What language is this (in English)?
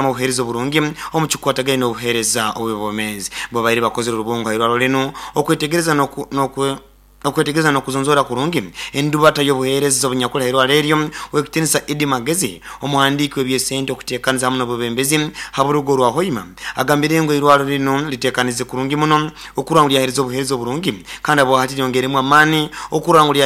Nyoro